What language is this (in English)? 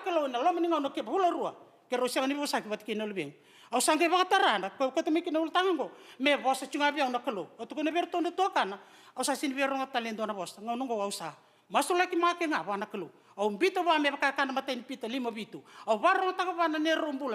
Fijian